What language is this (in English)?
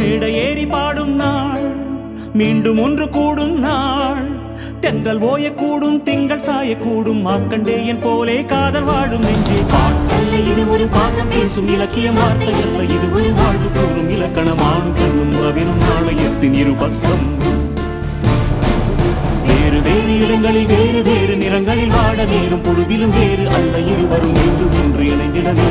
Tamil